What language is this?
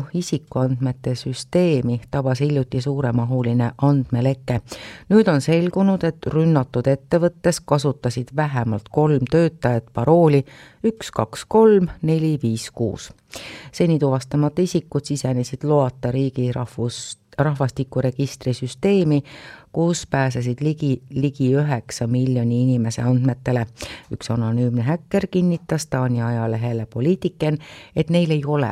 Estonian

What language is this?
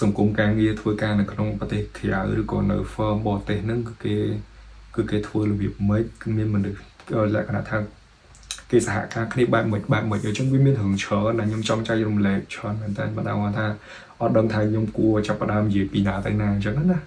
Khmer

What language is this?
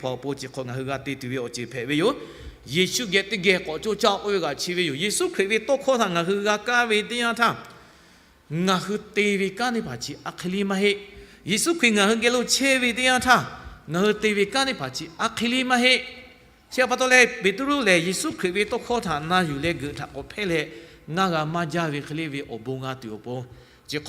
Lahu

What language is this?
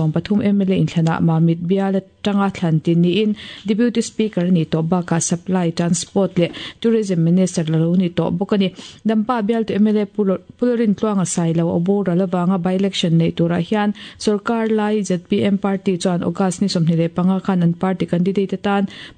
Mizo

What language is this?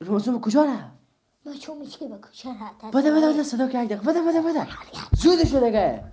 Persian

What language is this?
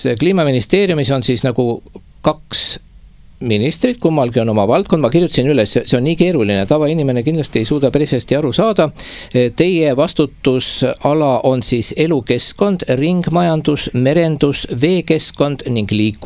Estonian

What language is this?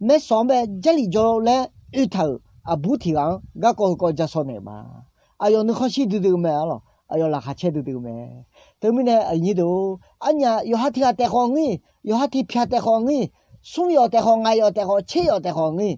Akha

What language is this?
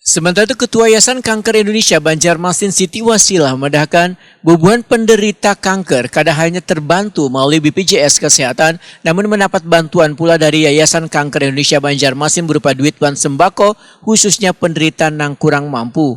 Banjar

